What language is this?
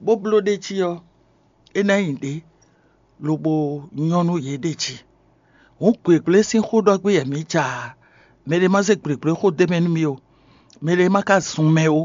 Fon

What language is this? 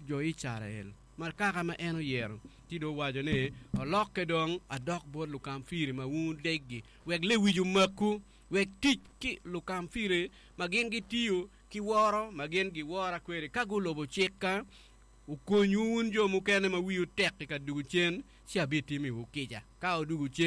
Acoli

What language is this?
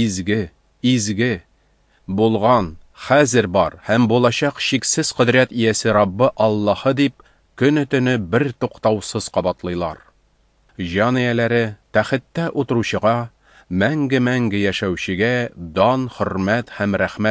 Tatar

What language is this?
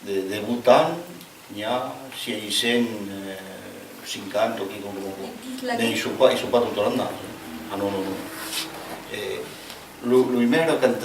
Occitan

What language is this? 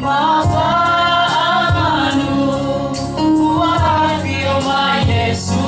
Samoan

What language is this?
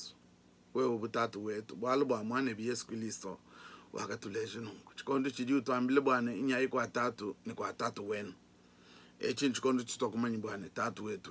Luba-Lulua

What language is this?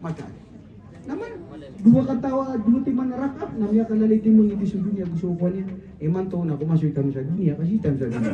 Maranao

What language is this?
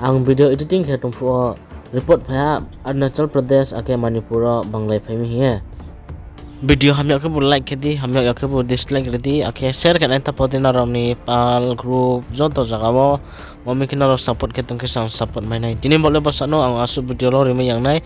Riang (India)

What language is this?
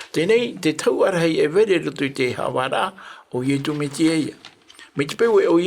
Tahitian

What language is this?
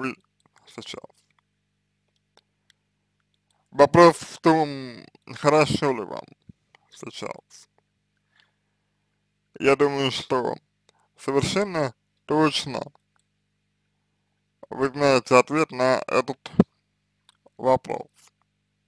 Russian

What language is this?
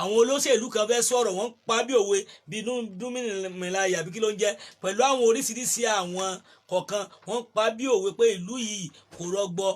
Yoruba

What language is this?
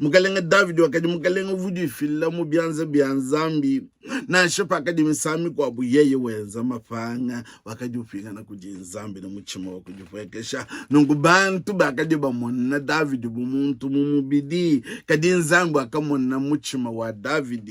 Luba-Lulua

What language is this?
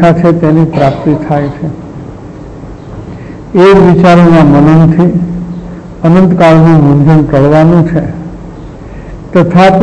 Gujarati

